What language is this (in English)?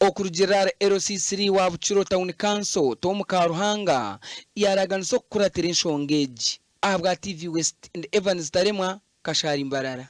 Nyankole